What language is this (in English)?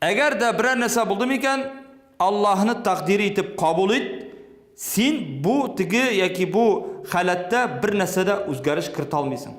Tatar